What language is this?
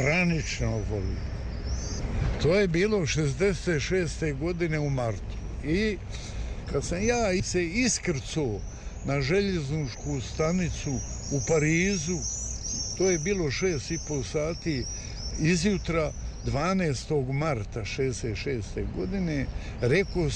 Bosnian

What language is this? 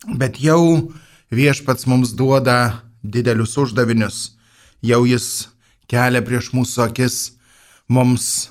Lithuanian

